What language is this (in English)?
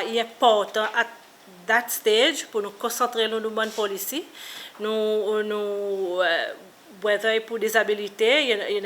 Seselwa Creole French